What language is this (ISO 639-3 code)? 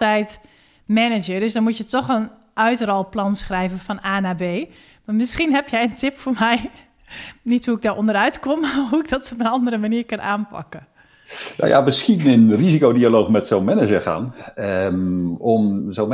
nld